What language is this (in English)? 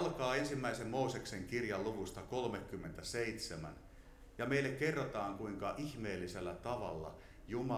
Finnish